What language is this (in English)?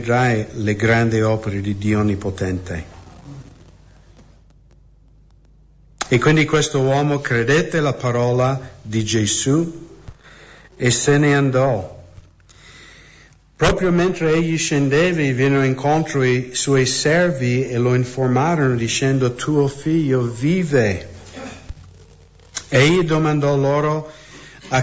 Italian